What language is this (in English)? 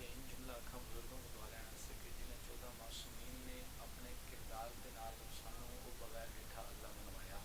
Pahari-Potwari